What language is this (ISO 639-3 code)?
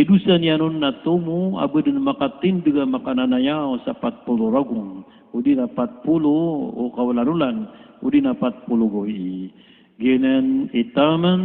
mrw